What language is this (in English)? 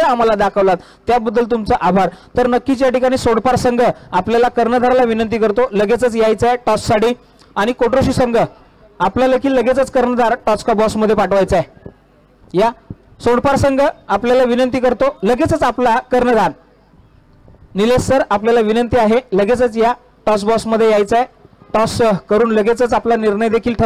Marathi